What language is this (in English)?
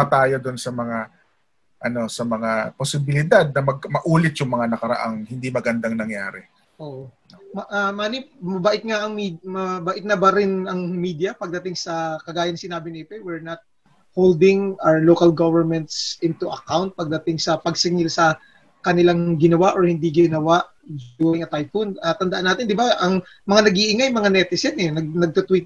Filipino